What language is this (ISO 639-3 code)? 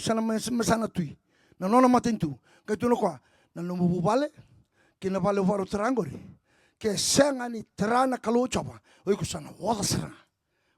fij